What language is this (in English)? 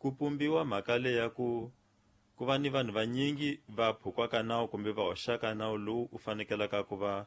Tsonga